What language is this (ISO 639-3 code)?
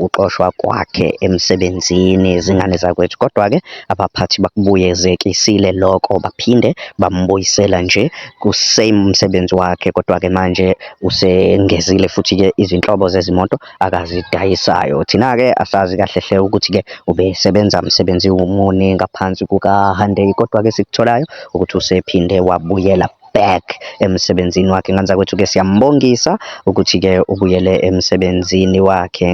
zul